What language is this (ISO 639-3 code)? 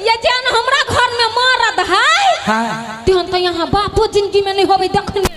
mai